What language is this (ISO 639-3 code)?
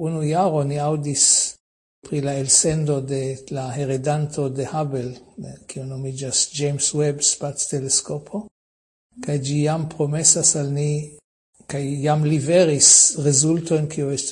epo